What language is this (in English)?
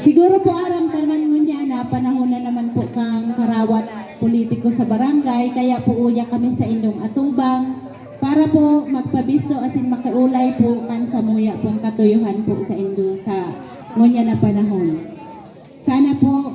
Bikol